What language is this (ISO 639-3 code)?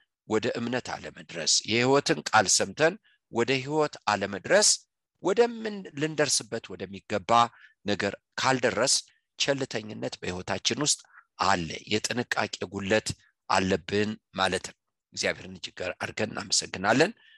amh